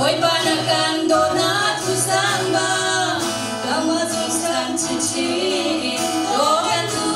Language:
Hakha Chin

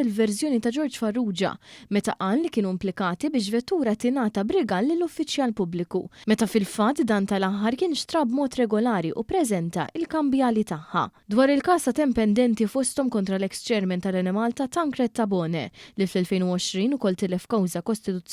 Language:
Maltese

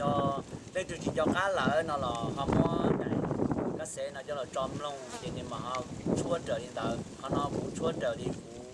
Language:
Hmong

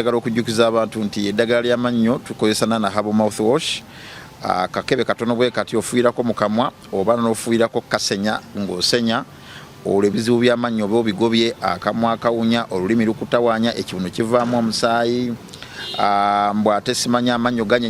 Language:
Ganda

